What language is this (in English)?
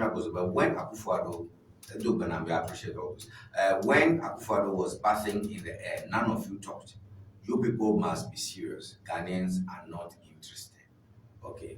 Ewe